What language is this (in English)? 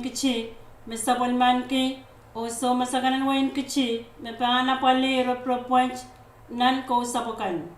Pohnpeian